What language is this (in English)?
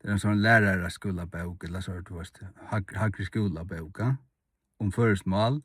Faroese